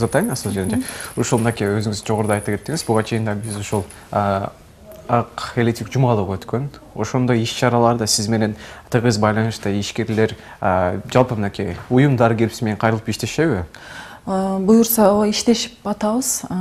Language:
Kyrgyz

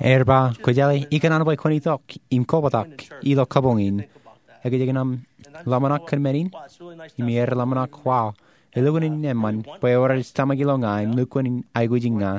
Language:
Marshallese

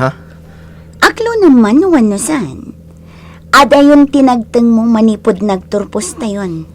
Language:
Iloko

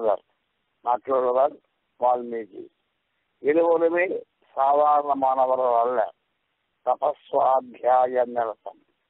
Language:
Tamil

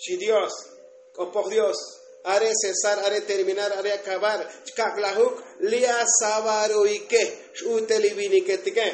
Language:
Tzotzil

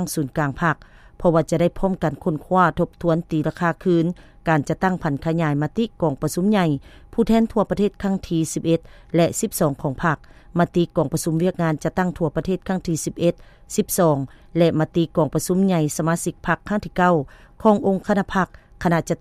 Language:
Lao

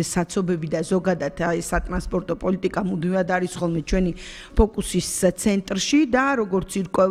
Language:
Georgian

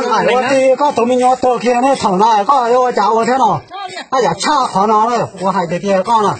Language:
Hmong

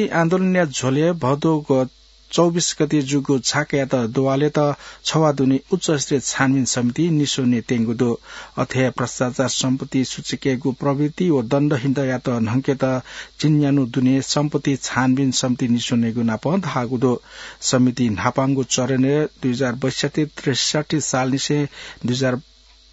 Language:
Newari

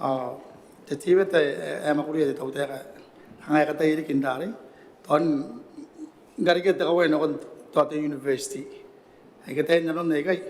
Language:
Gilbertese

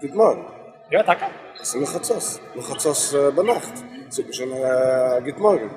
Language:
Yiddish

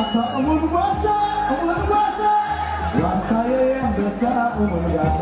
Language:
Tigrinya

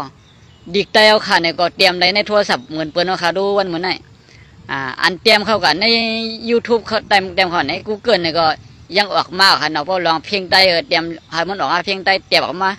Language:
Shan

